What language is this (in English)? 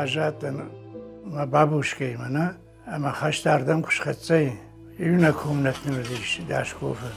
Ossetic